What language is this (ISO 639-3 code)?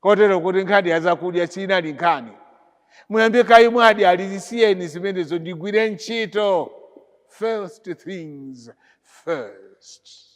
nya